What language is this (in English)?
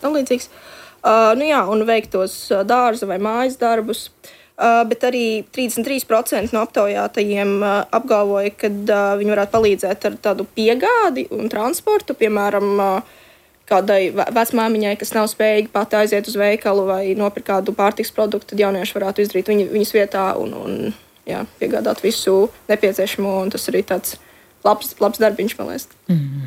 Latvian